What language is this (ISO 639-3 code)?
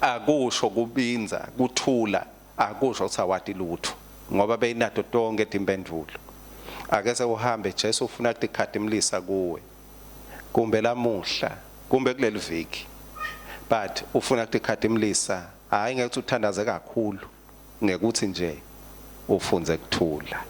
ssw